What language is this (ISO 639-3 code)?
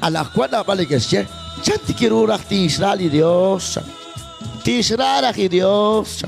kek